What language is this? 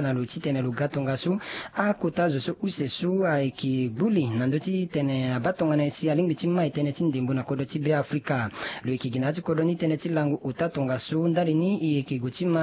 Sango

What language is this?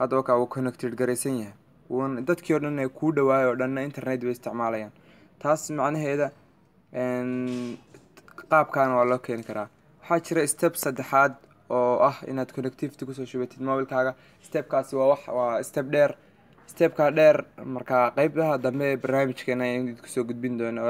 Somali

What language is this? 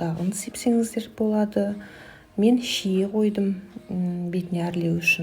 Kazakh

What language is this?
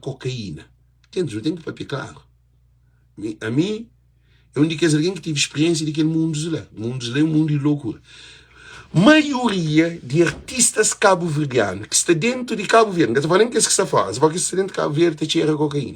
Kabuverdianu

